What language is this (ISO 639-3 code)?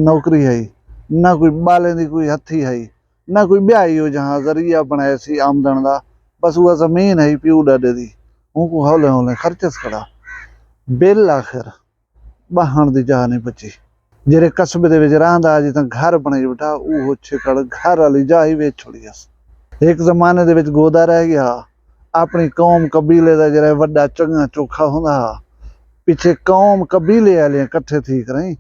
skr